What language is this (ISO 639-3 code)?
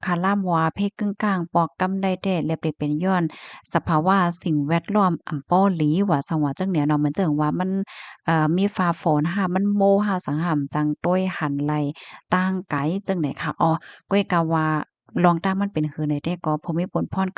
shn